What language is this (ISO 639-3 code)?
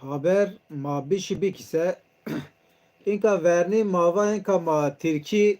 zza